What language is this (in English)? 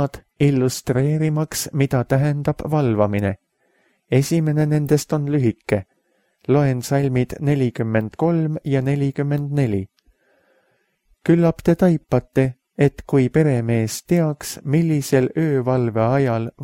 Estonian